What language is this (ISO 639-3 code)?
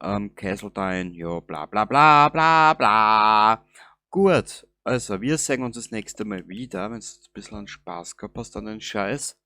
bar